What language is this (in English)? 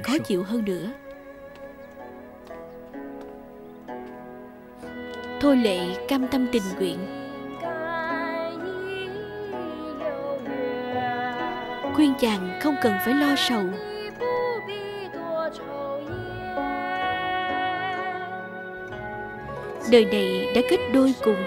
Vietnamese